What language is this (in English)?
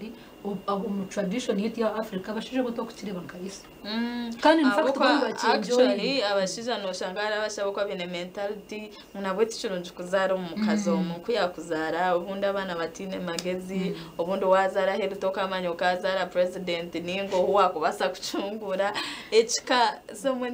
Nyankole